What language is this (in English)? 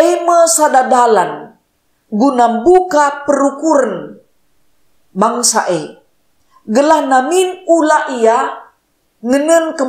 Batak Karo